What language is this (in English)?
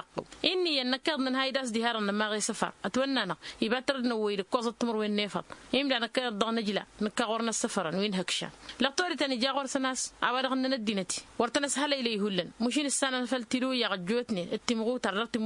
Tamasheq